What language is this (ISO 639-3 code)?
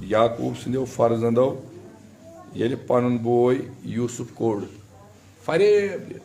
kas